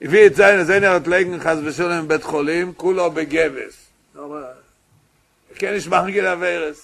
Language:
Yiddish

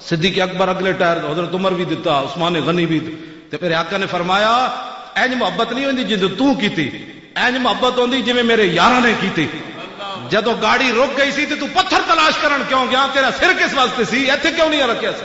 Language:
Western Panjabi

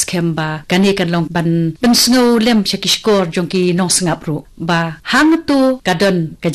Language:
Khasi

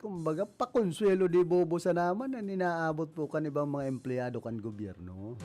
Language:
Bikol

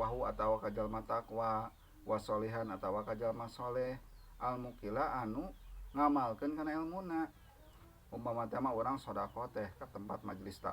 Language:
Sundanese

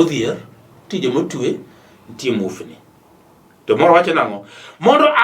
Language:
Luo (Kenya and Tanzania)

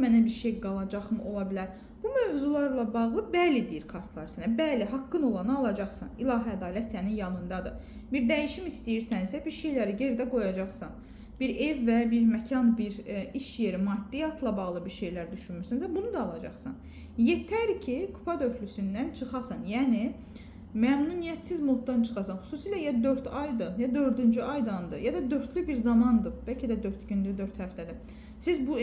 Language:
Azerbaijani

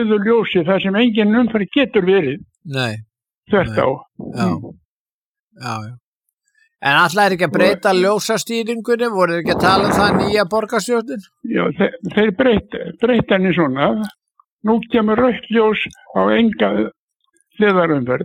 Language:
Icelandic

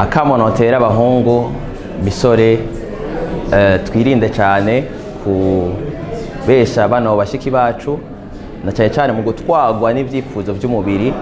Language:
Rundi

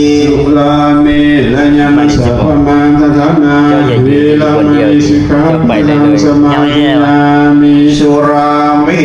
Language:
Pali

